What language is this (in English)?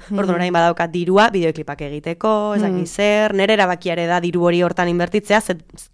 Basque